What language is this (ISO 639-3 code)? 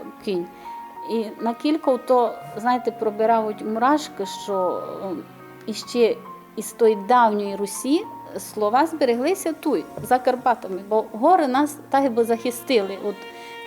rue